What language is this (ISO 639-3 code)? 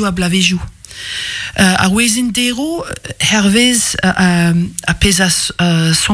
bre